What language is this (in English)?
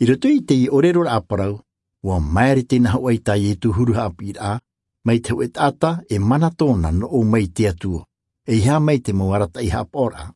Tahitian